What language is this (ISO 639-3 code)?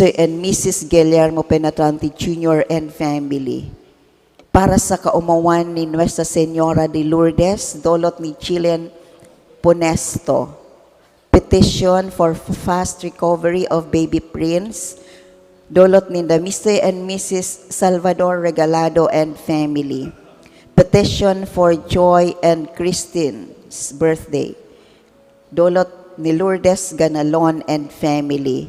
bik